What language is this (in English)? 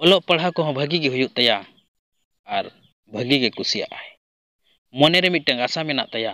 Santali